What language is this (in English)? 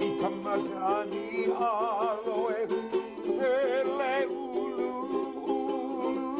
Hawaiian